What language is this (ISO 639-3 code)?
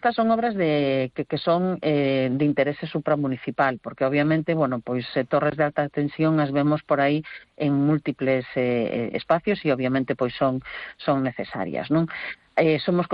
glg